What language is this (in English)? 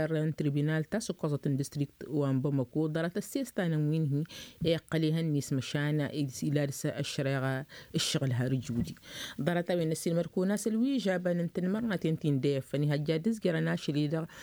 Tamasheq